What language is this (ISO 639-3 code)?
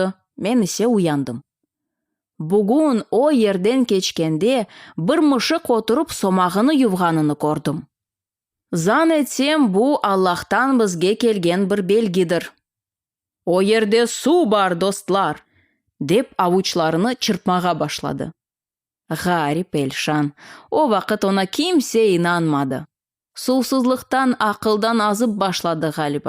crh